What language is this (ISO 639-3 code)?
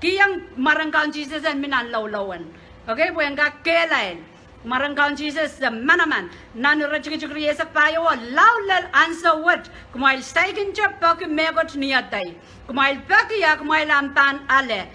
pon